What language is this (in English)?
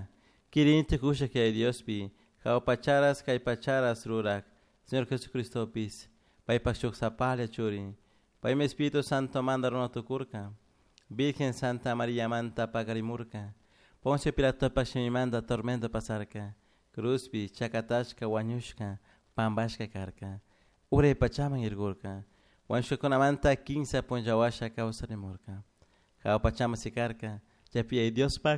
Chimborazo Highland Quichua